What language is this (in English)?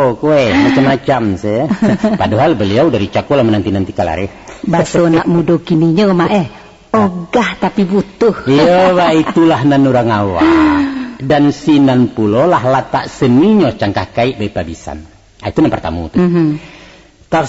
Minangkabau